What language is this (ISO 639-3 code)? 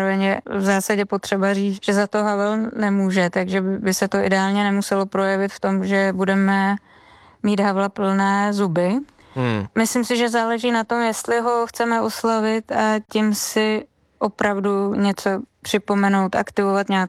ces